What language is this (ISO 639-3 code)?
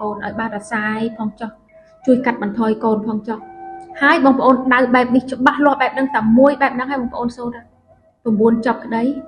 khm